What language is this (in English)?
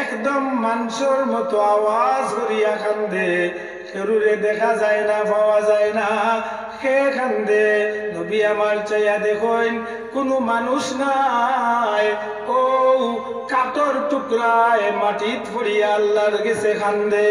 Sylheti